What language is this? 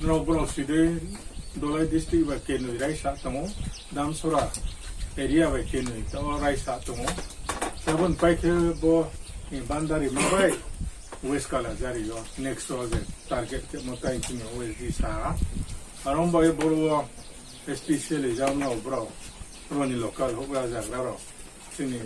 Riang (India)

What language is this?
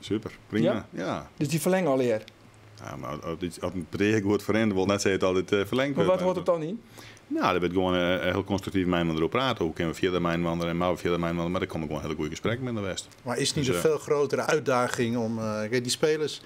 Western Frisian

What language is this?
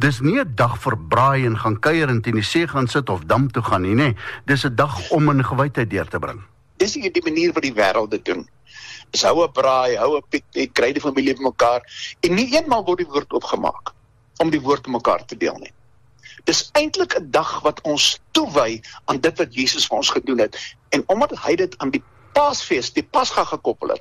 Afrikaans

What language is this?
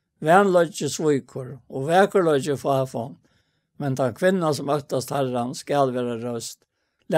Faroese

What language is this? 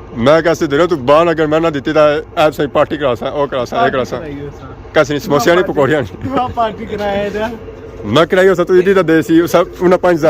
Pahari-Potwari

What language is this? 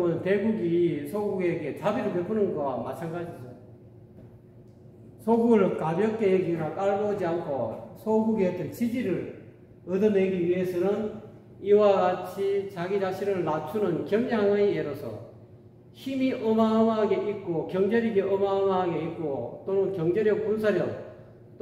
Korean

